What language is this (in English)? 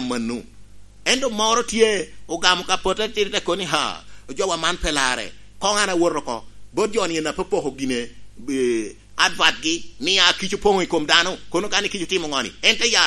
Lango (Uganda)